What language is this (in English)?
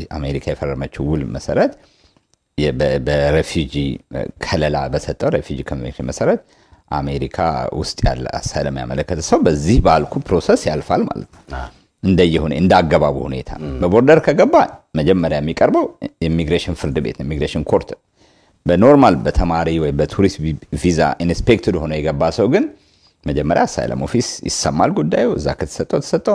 Amharic